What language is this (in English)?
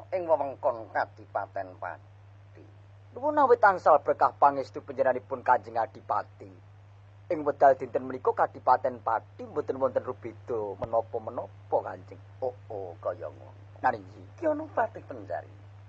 Javanese